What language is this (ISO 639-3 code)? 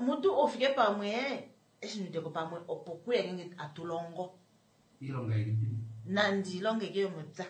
kua